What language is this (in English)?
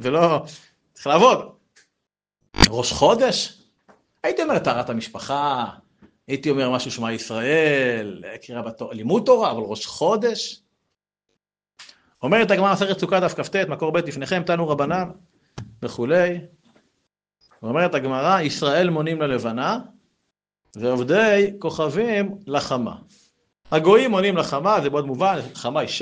Hebrew